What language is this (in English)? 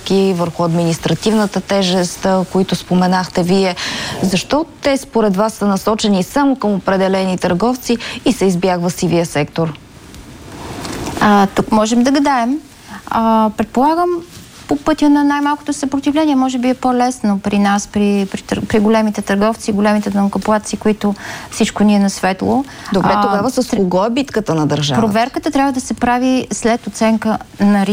Bulgarian